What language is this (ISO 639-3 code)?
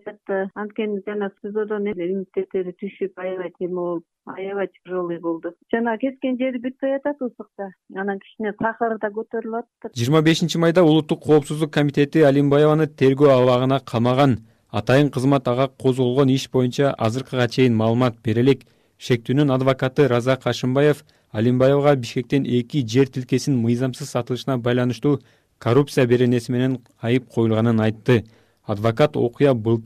kir